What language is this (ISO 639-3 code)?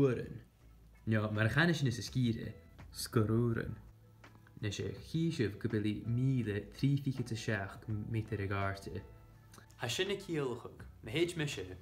gla